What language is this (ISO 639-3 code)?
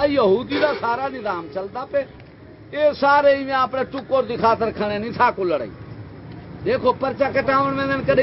skr